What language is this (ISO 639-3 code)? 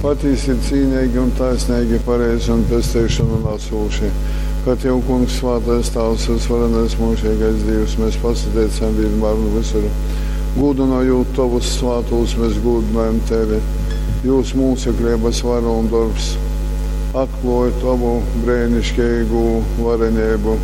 ltg